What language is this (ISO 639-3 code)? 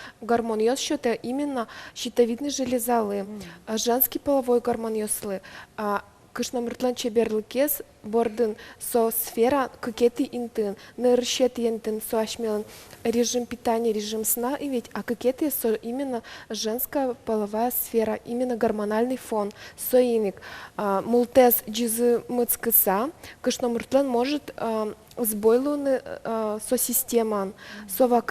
udm